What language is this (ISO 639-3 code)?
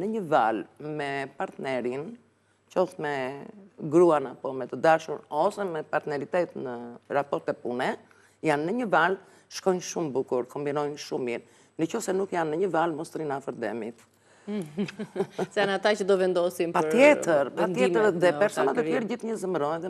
sqi